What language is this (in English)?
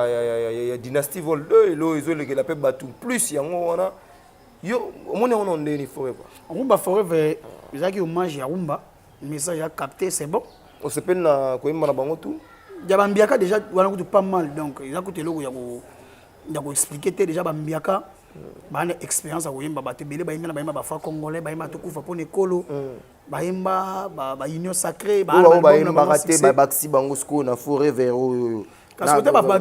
Lingala